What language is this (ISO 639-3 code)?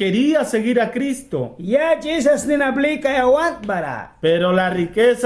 miq